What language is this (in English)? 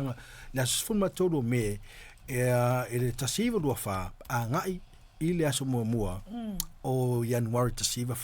Samoan